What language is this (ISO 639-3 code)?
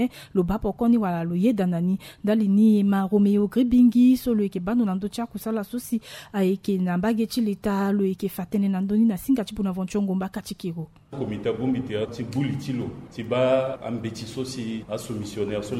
sag